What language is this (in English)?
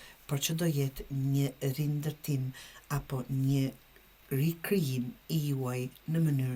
Albanian